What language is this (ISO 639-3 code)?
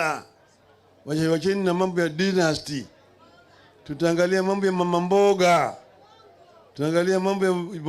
mer